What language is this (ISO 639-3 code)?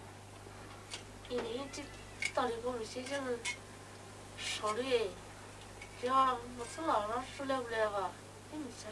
pmx